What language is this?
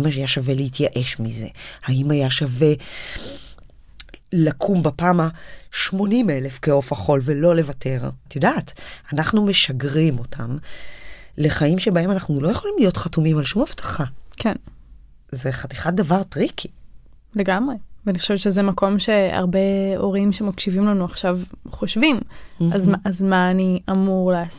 Hebrew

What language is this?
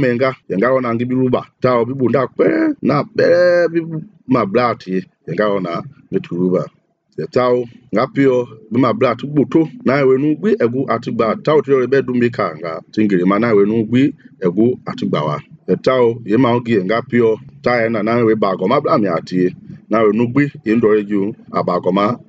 Mende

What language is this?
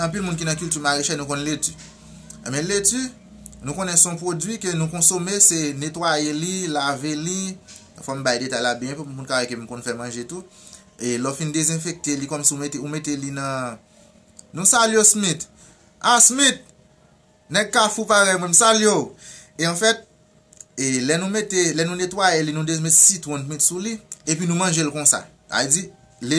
Haitian Creole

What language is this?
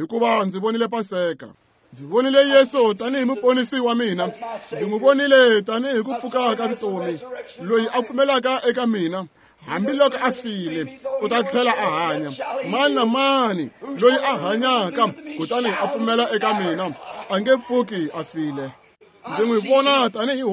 Tsonga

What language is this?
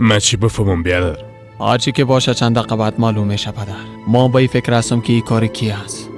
Persian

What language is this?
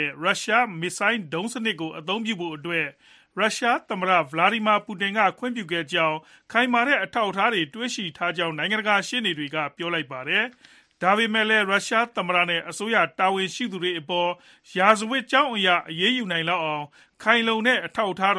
Burmese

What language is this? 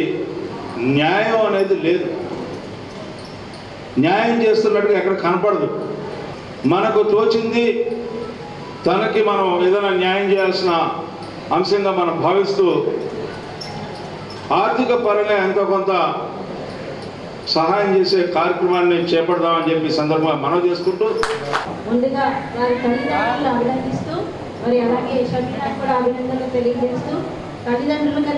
Telugu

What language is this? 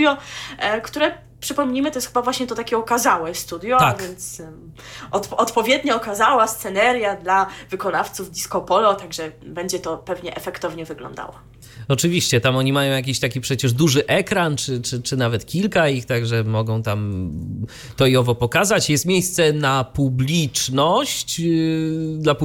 Polish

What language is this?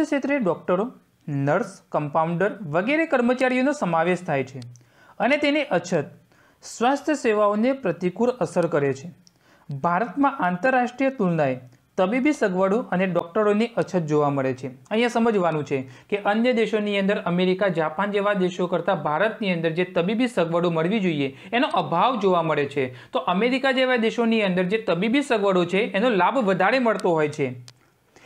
Gujarati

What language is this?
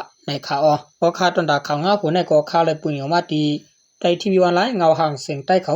Shan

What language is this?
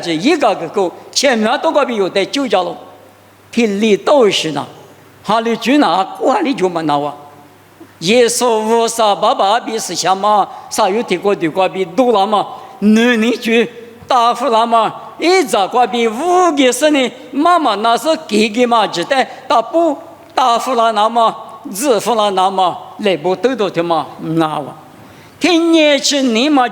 Lisu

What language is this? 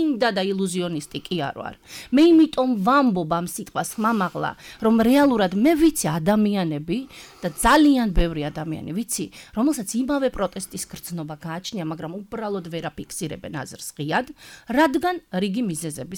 Georgian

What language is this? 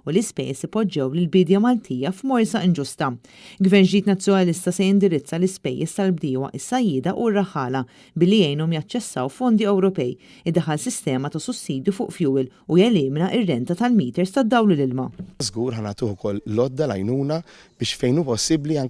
Maltese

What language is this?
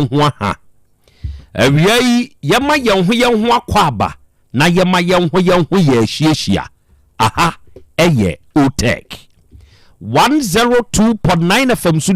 Akan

